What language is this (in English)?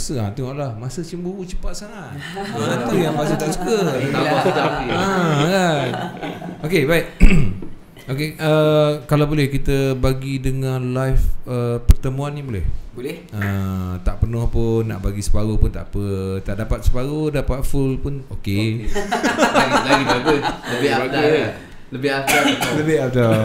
Malay